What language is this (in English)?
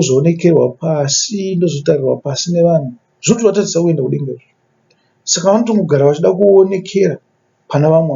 Shona